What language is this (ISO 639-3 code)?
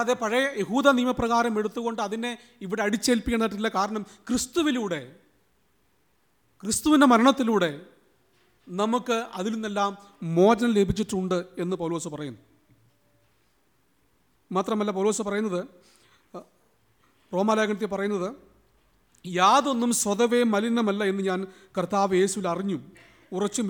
mal